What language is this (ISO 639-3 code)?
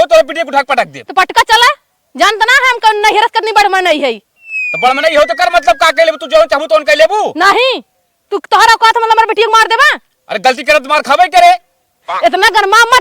awa